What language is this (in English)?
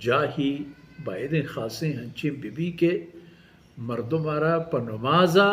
Baluchi